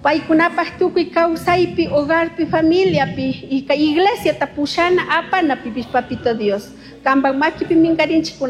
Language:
Chimborazo Highland Quichua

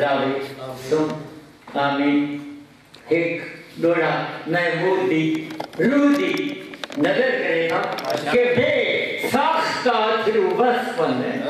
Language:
Saraiki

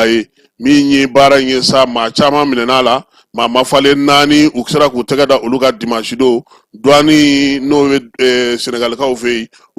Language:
Bambara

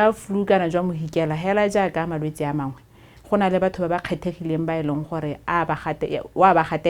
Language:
Tswana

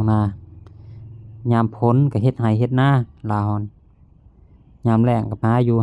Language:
Lao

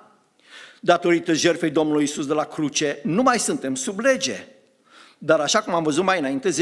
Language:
Romanian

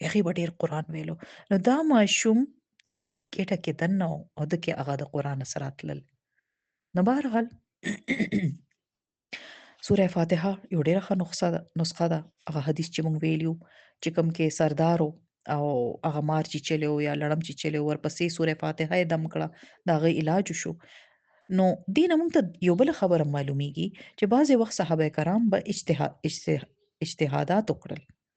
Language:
Pashto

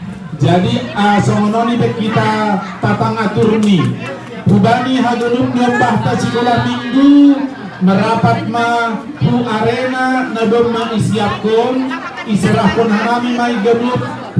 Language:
Batak Simalungun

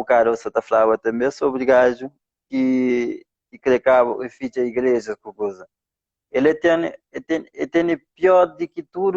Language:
Kabuverdianu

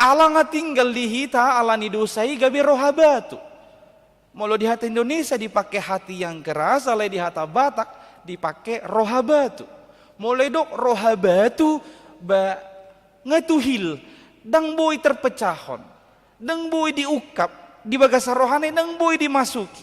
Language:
Batak Toba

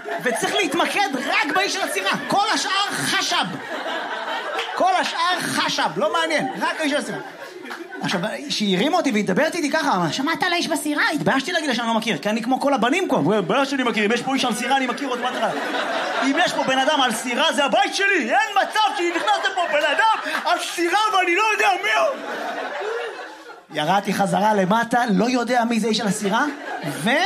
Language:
Hebrew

